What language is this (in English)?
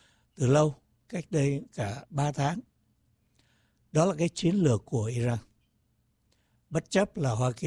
Vietnamese